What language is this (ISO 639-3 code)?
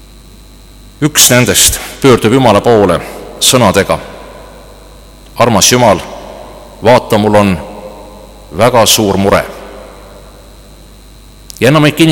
est